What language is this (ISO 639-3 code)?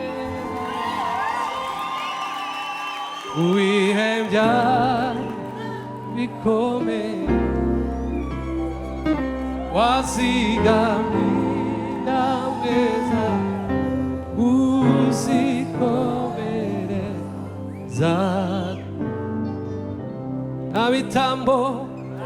kin